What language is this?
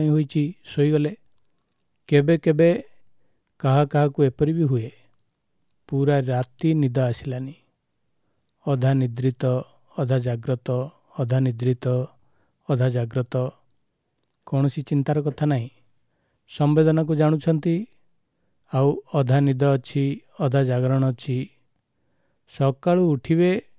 Odia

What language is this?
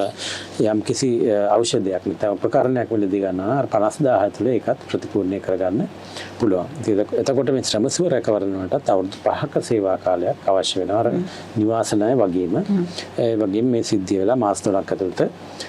Sinhala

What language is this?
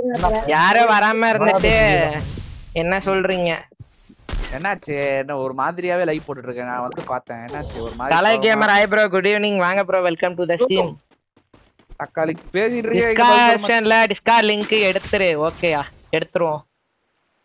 Tamil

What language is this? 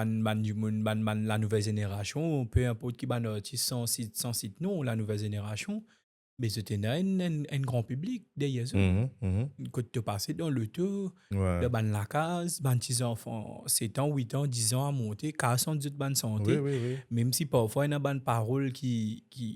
Morisyen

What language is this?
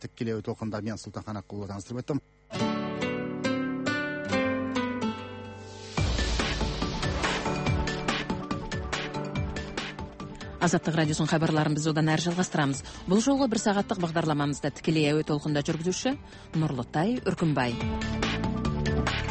Kazakh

